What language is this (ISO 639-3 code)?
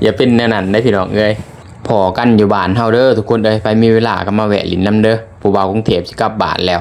lao